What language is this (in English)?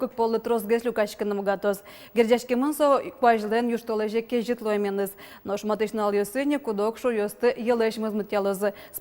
Udmurt